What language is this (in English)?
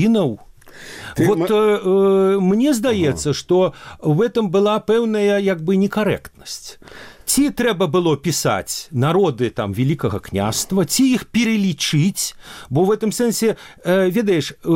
Belarusian